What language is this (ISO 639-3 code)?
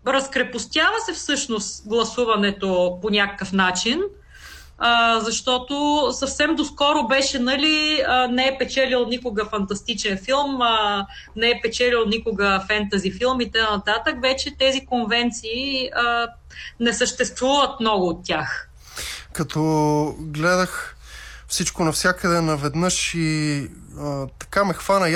bul